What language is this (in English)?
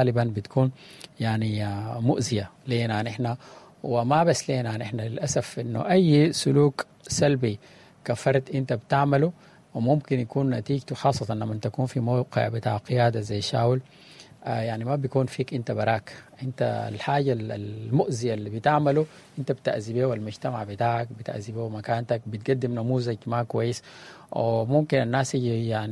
Sudanese Arabic